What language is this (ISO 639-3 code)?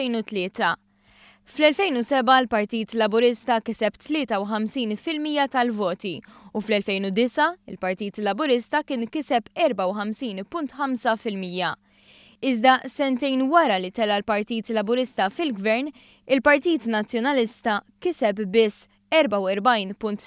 mlt